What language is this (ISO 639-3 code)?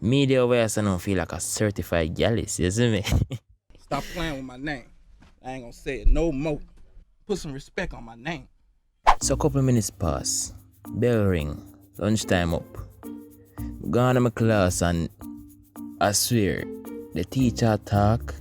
jam